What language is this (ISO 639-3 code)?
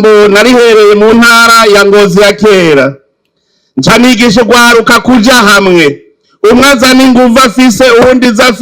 run